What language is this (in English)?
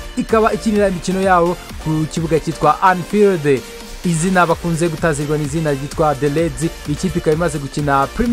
Kinyarwanda